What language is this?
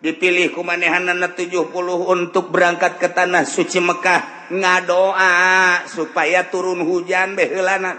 Sundanese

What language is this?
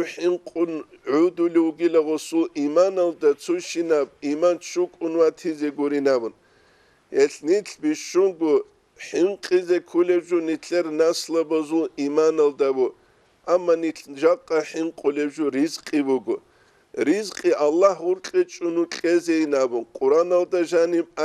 Avaric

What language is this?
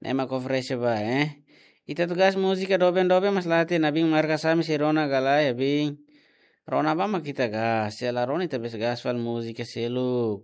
Tetum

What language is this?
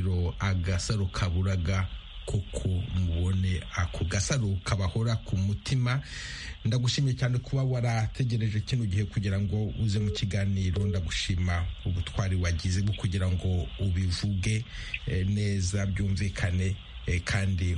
Kinyarwanda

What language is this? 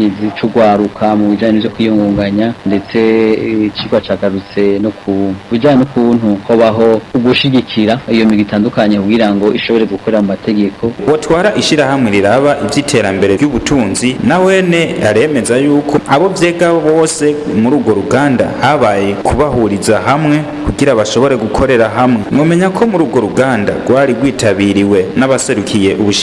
Rundi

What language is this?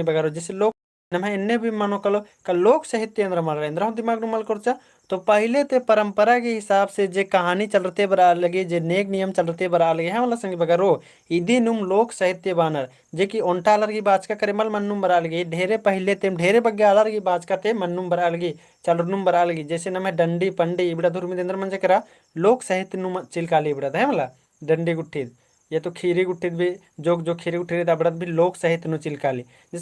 Kurukh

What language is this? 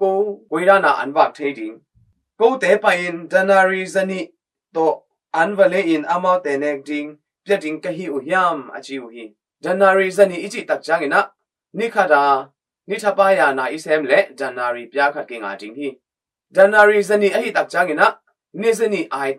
Tedim Chin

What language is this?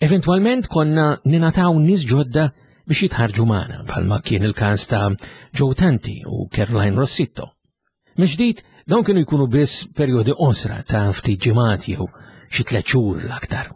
Maltese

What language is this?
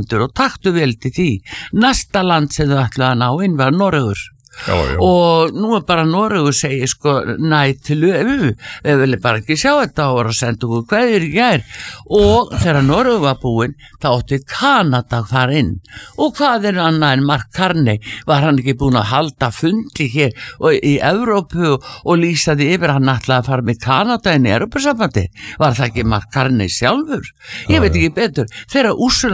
Icelandic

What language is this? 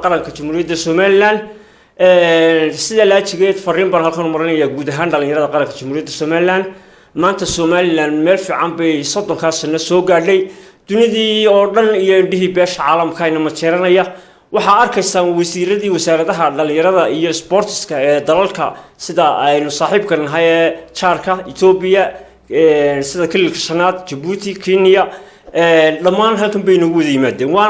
Somali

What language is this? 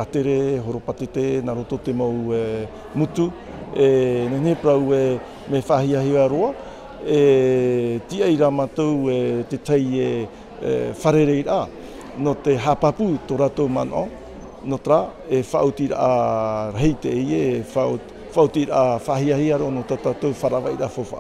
Tahitian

